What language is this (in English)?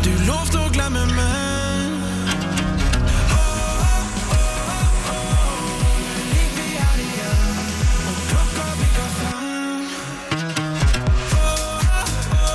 Norwegian